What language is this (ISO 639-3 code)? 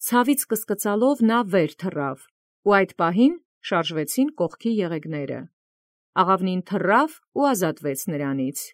hye